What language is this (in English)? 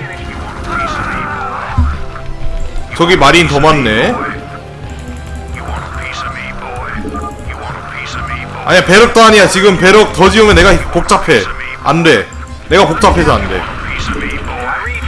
Korean